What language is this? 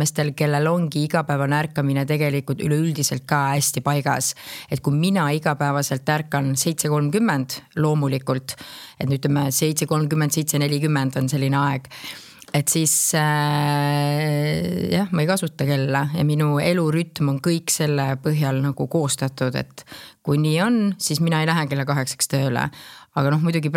Estonian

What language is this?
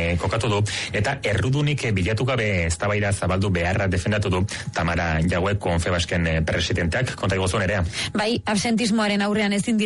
Basque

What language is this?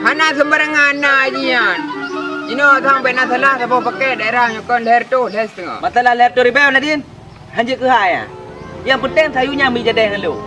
Achinese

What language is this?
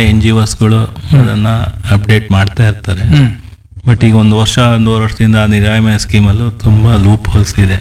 Kannada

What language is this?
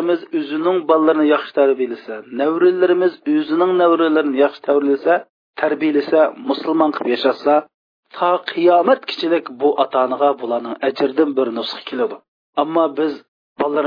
Uyghur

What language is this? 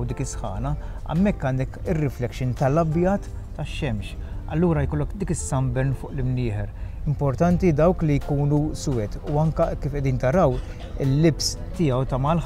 Maltese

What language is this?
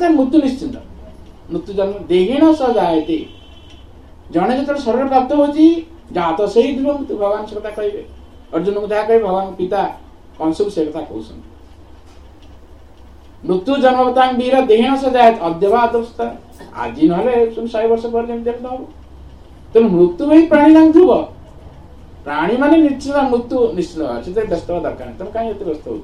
Odia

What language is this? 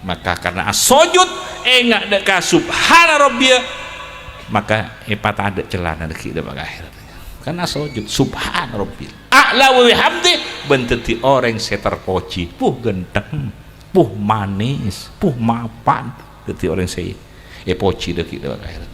Madurese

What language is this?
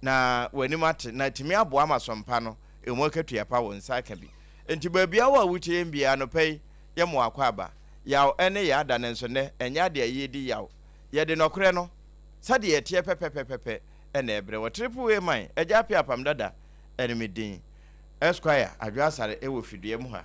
Akan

